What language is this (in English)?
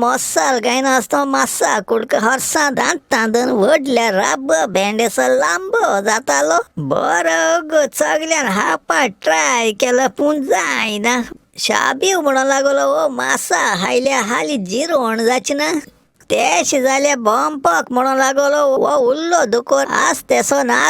Konkani